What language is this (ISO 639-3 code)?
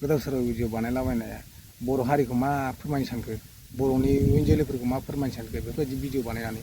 brx